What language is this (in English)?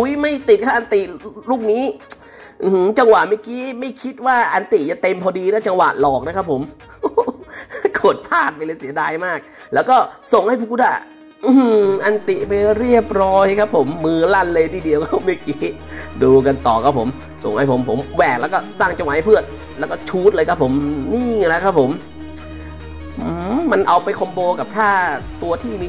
Thai